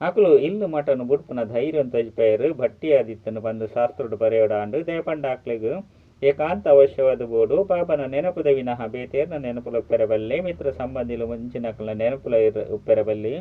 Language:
Tulu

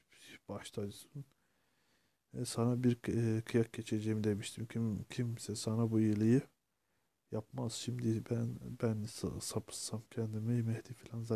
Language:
Turkish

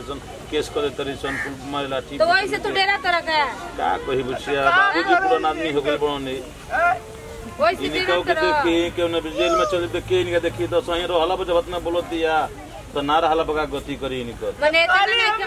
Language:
Bhojpuri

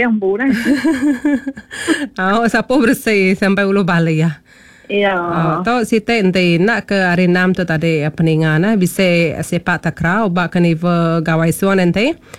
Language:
Malay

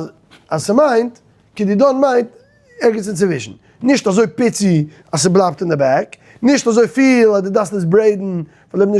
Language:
Yiddish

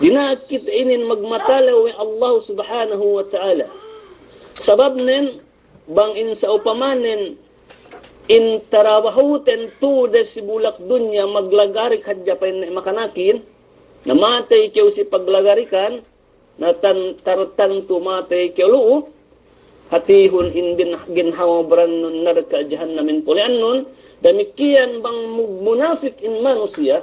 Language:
Yakan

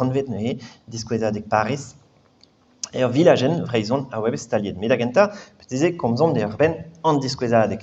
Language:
Breton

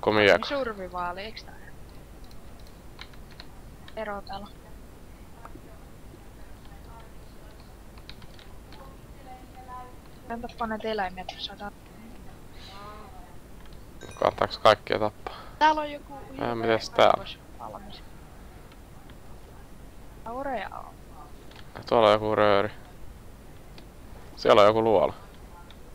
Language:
Finnish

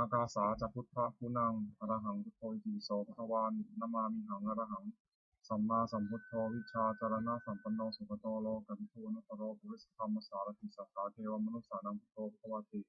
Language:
Pali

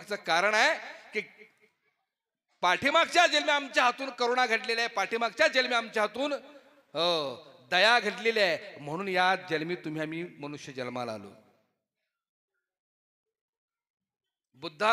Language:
Marathi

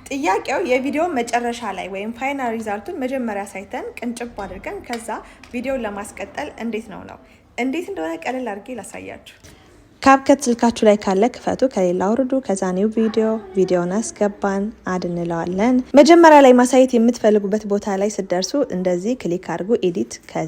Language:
Amharic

